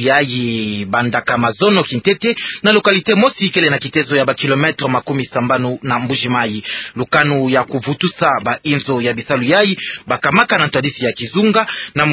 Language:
Kituba (Democratic Republic of Congo)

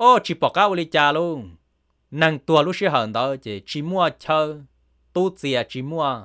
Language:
Hmong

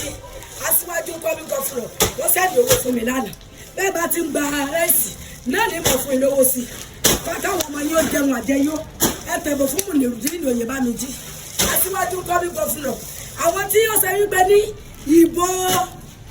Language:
Yoruba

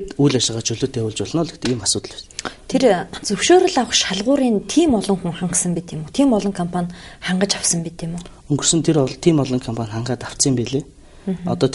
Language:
Mongolian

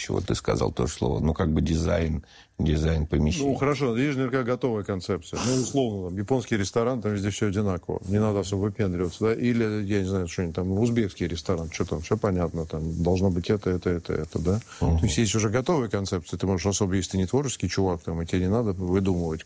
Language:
Russian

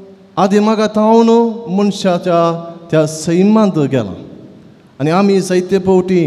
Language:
Konkani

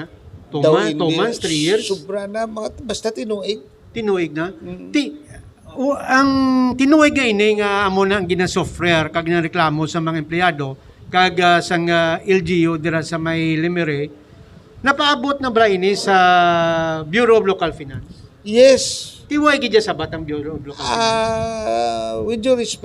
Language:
Hiligaynon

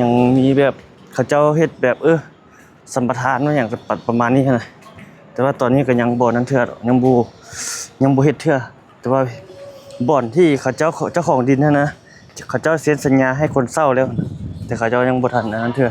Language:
Lao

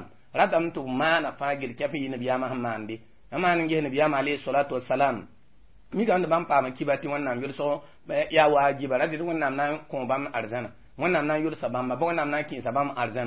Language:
Mossi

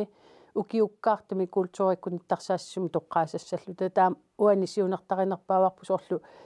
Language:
Kalaallisut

